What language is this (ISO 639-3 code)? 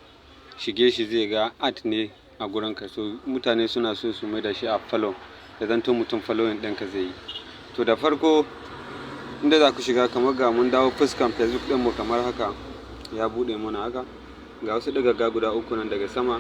hau